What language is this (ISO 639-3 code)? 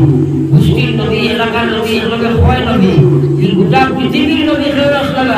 syl